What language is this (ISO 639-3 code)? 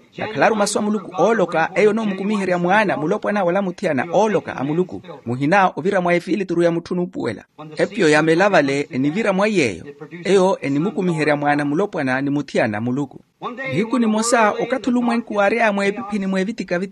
vmw